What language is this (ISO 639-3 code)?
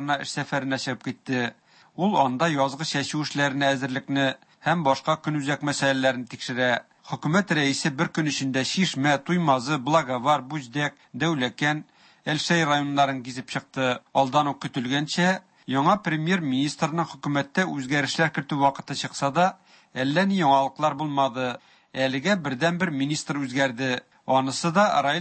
tat